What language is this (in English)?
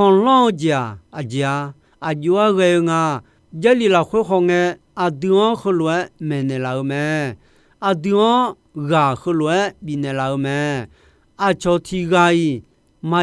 Akha